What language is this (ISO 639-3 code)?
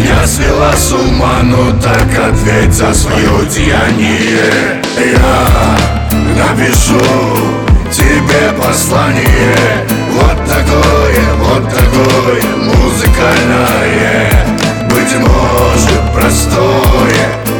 rus